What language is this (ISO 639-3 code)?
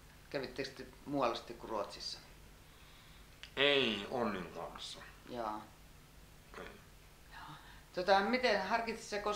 fin